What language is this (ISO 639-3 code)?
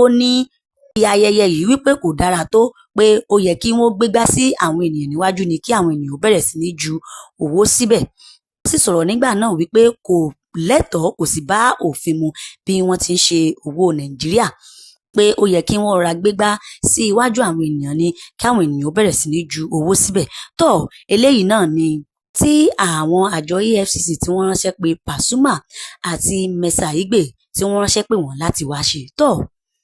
yor